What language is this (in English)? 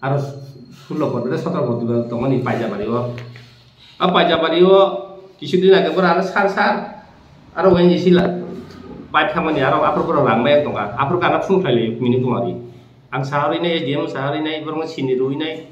Kok Borok